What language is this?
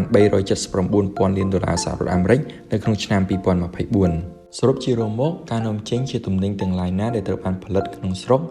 Khmer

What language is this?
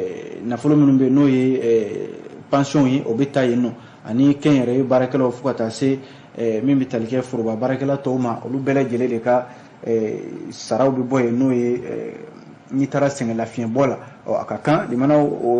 Bambara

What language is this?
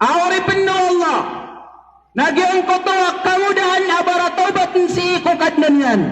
Maranao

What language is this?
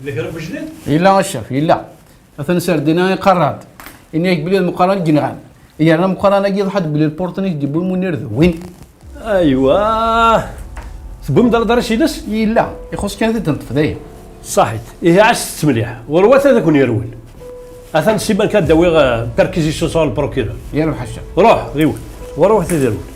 Kabyle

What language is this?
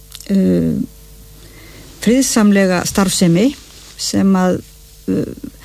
Icelandic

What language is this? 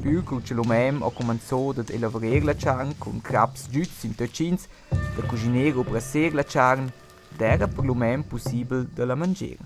Romansh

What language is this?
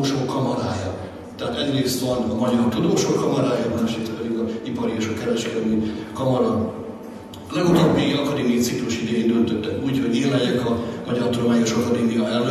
Hungarian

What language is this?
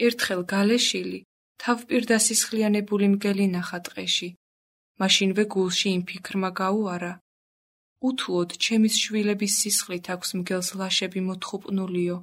Georgian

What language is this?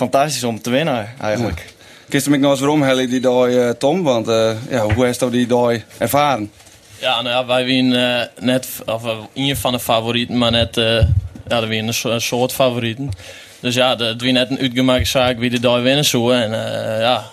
Western Frisian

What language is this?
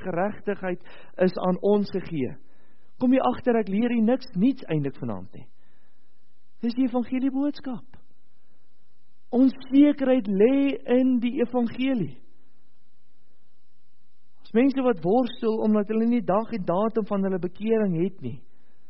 Afrikaans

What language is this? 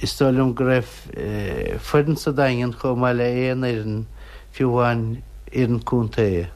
Irish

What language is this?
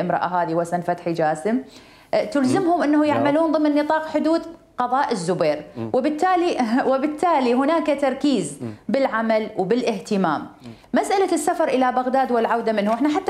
Mesopotamian Arabic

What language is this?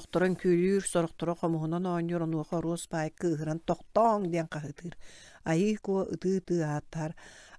Yakut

